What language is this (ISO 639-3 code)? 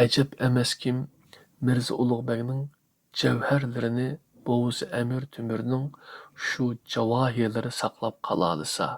uig